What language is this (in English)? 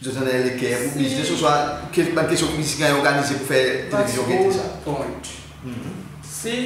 Seselwa Creole French